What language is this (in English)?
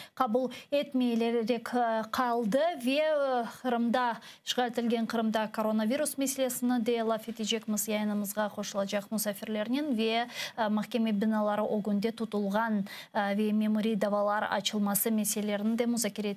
Crimean Tatar